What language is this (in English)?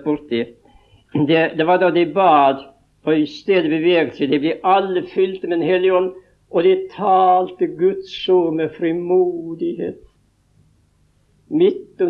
Norwegian